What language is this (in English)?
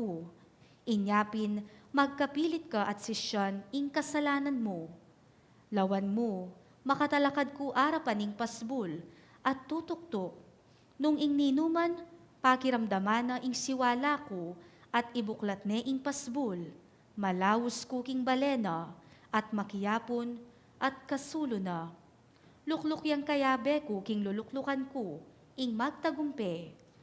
Pampanga